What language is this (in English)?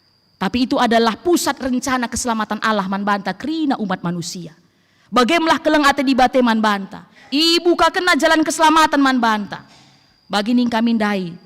Batak Karo